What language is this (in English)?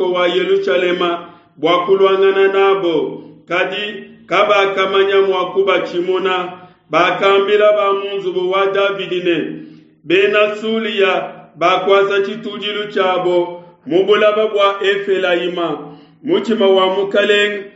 Luba-Lulua